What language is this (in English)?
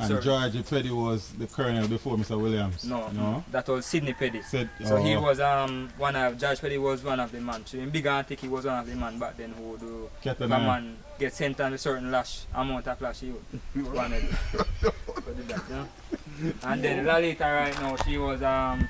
Jamaican Creole English